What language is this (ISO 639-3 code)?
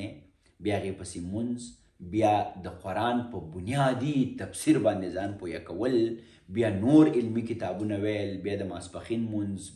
pus